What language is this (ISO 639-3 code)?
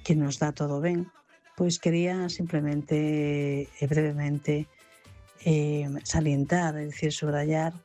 glg